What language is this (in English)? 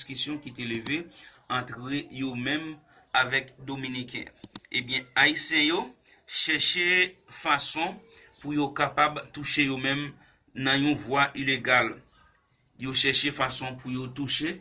Haitian Creole